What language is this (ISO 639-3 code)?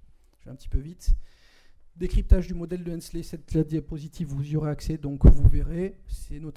fra